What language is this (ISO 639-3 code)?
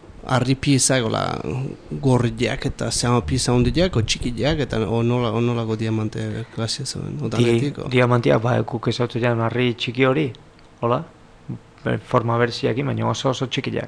eus